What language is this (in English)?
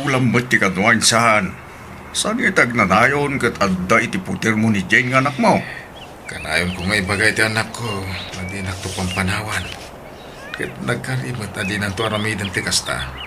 Iloko